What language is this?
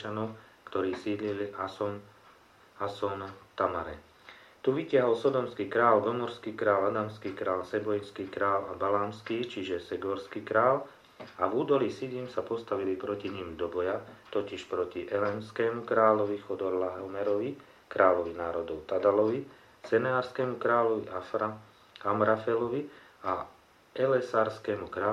Slovak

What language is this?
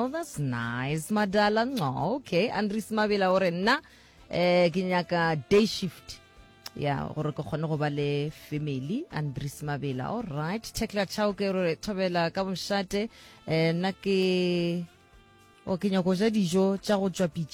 Northern Sotho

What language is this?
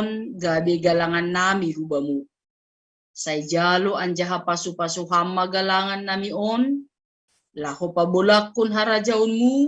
Batak Simalungun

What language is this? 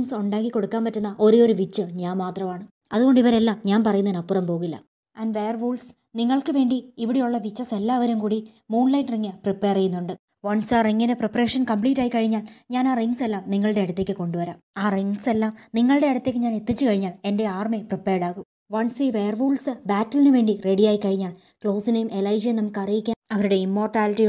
Malayalam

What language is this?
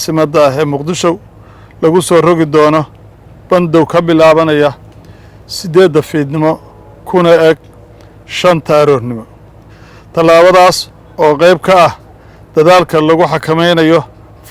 Somali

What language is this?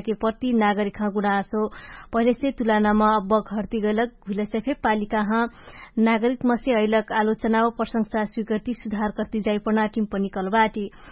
Dangaura Tharu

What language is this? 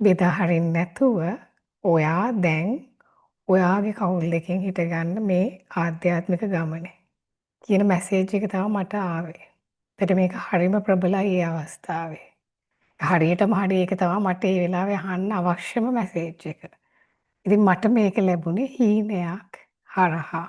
Sinhala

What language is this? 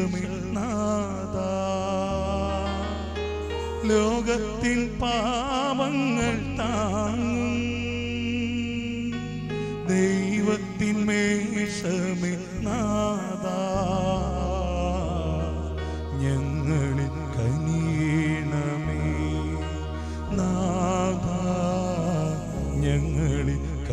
Malayalam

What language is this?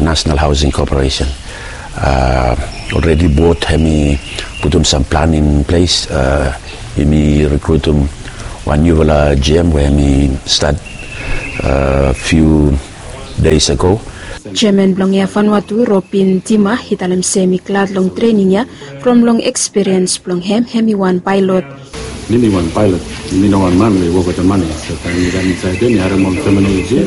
Bislama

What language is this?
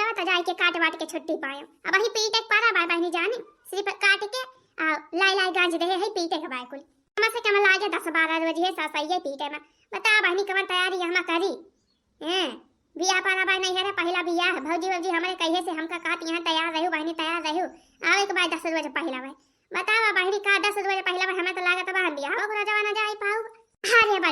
Awadhi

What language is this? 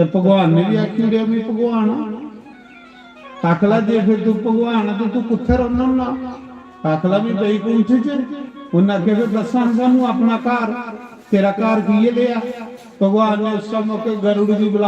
Dogri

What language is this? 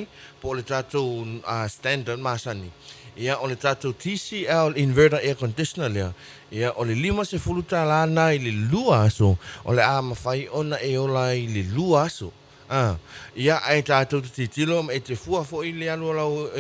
Samoan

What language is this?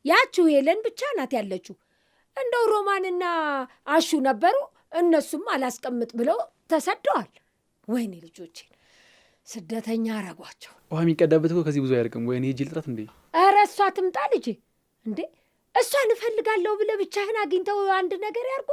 Amharic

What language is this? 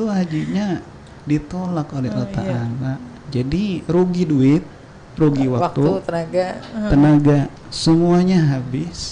Banjar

